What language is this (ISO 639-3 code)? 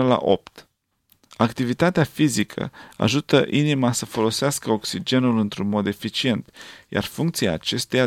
ron